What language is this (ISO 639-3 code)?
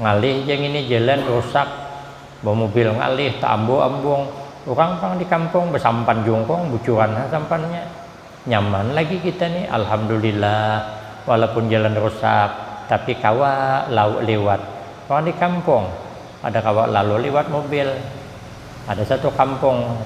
bjn